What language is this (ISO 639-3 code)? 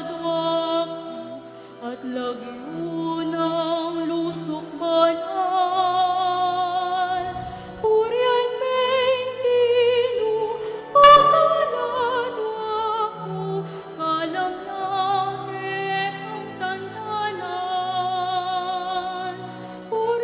pam